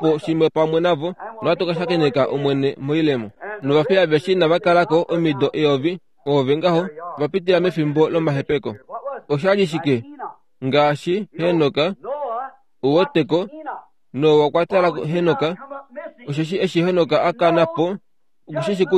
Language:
Kuanyama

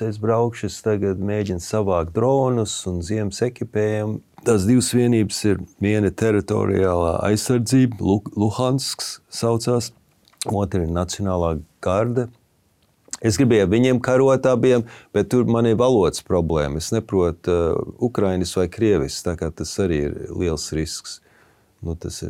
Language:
Latvian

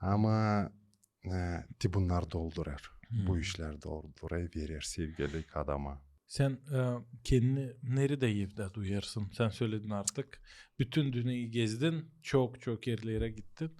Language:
Gagauz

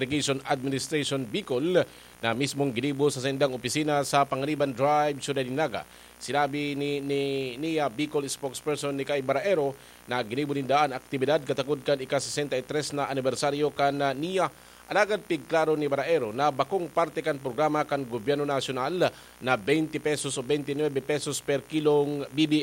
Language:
Bikol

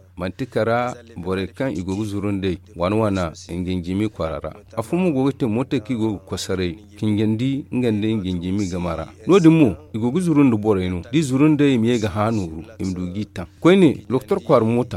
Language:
Zarma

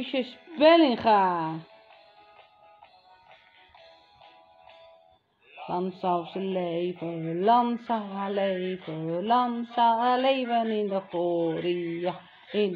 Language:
Dutch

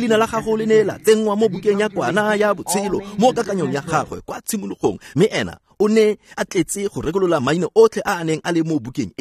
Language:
Tswana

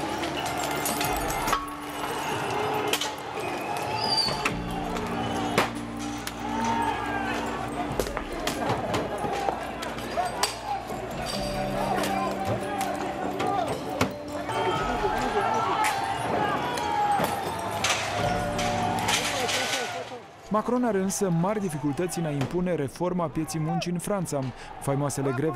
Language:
Romanian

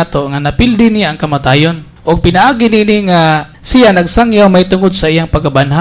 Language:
Cebuano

